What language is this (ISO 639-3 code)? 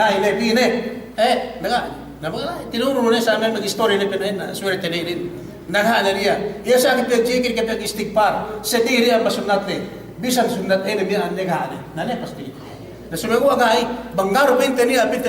yka